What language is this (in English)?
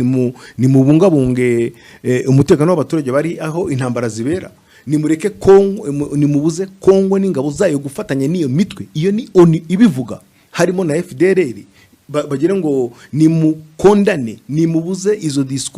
Kinyarwanda